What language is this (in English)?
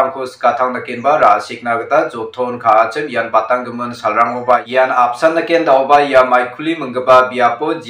Garo